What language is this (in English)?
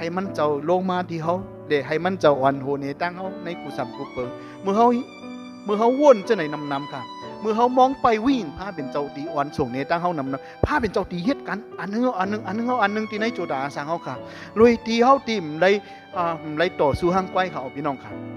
Shan